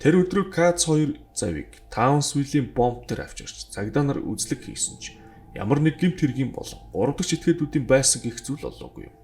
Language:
Mongolian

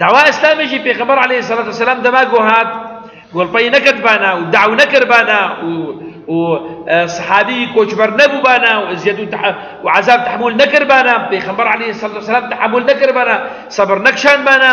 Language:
Kurdish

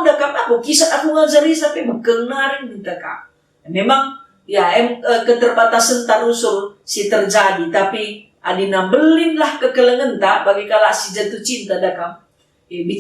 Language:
Batak Karo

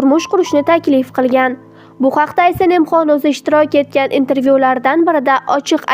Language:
Uzbek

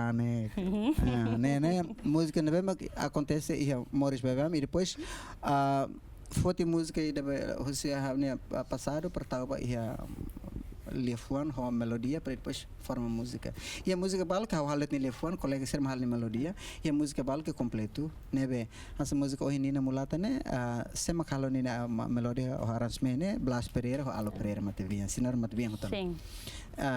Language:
Tetum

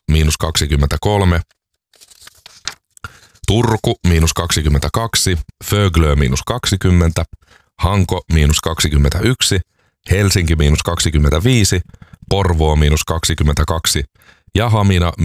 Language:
Finnish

